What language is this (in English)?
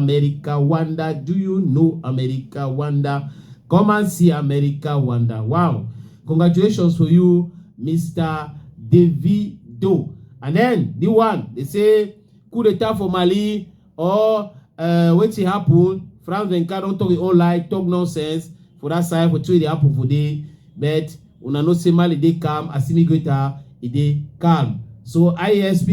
Cameroon Pidgin